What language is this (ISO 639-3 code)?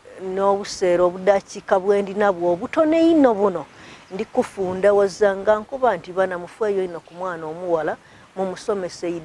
lug